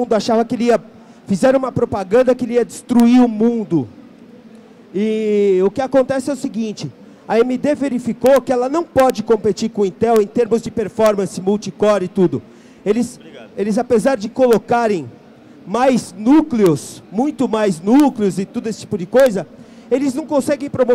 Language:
Portuguese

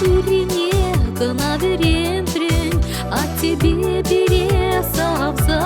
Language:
Chuvash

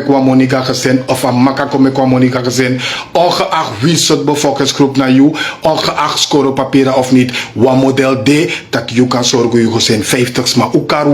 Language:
Sranan Tongo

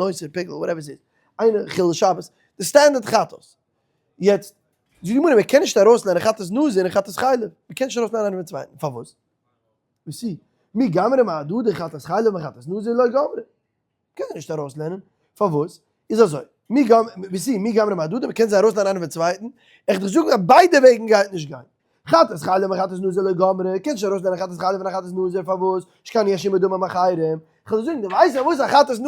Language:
Yiddish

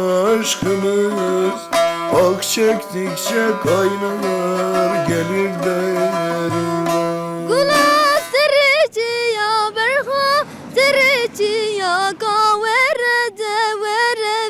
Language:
Zaza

